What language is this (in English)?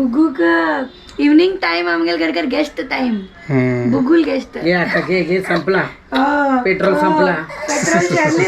Konkani